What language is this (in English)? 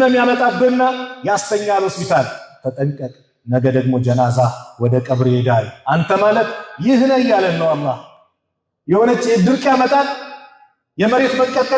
Amharic